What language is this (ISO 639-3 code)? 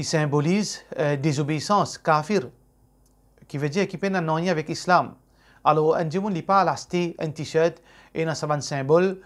mfe